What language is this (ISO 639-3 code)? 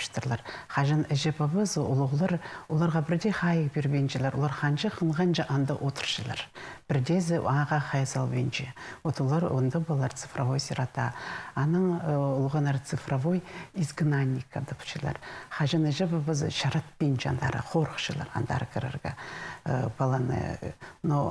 kjh